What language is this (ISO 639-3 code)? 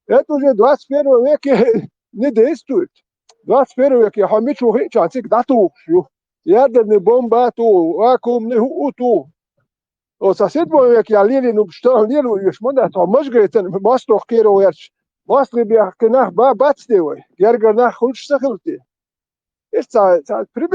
che